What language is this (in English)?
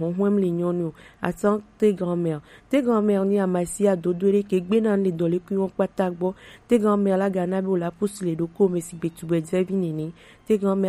Gen